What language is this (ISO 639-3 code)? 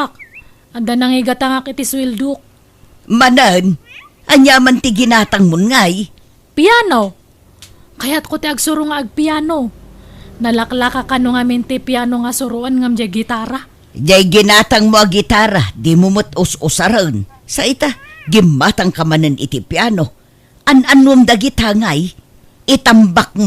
ilo